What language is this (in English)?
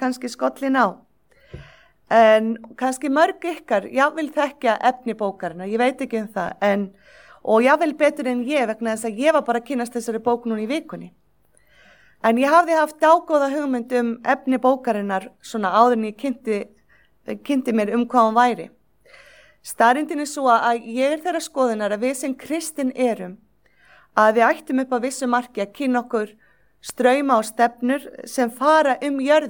Icelandic